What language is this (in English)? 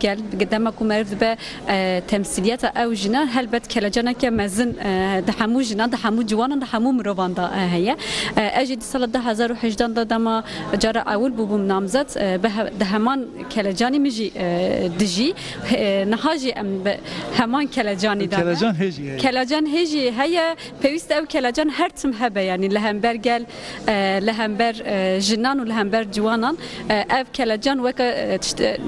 Kurdish